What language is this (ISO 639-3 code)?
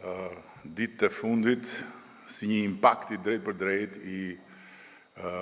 sqi